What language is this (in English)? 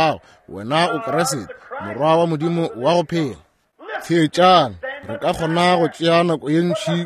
Northern Sotho